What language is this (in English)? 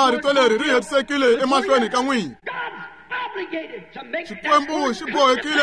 Tsonga